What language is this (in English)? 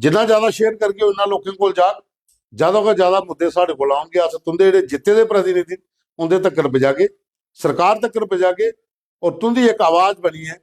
Dogri